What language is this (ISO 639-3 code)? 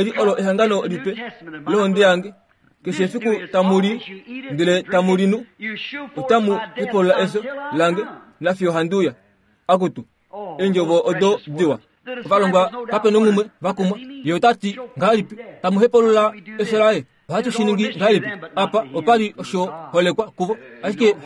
kua